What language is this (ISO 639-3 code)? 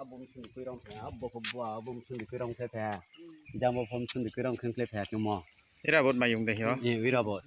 ria